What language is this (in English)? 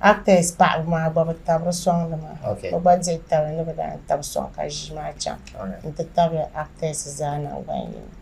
Dagbani